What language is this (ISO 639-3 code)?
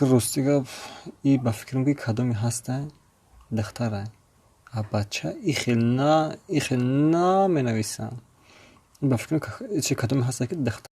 tgk